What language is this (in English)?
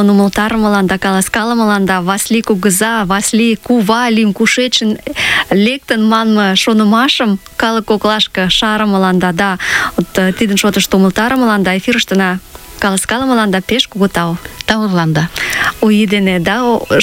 Mari